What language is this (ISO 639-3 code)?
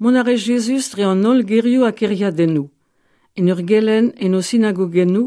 bre